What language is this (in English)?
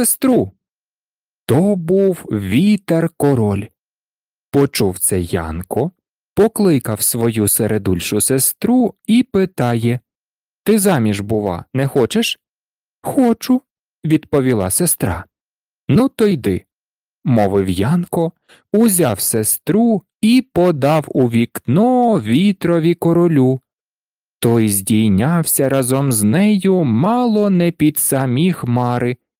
Ukrainian